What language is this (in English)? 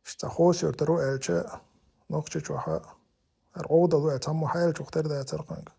Chechen